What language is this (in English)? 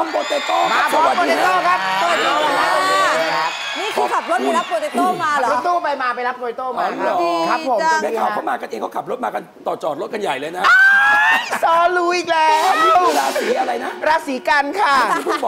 Thai